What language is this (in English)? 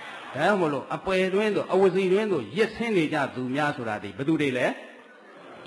Burmese